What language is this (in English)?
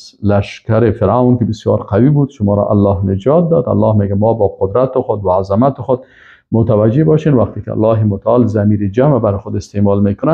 Persian